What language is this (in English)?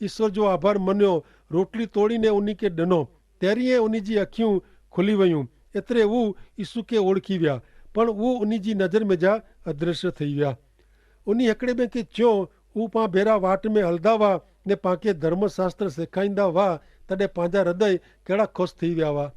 Kachhi